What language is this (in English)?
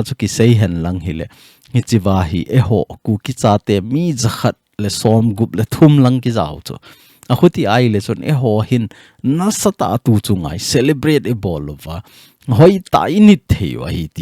Thado Chin